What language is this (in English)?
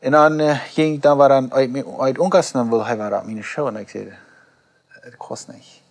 Plautdietsch